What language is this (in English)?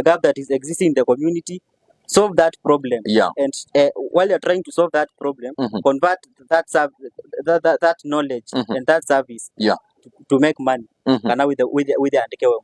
Kamba